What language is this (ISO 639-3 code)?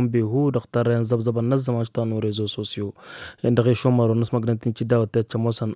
taq